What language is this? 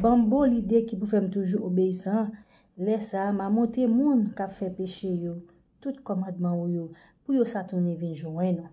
Haitian Creole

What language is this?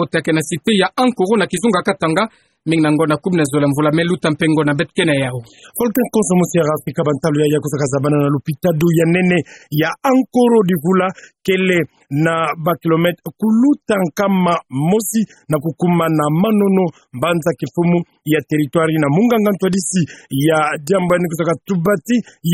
Kituba (Democratic Republic of Congo)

